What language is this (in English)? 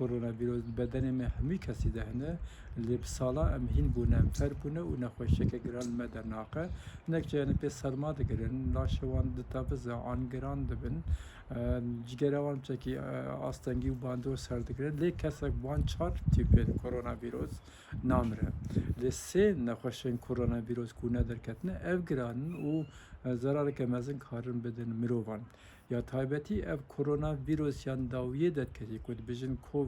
Kurdish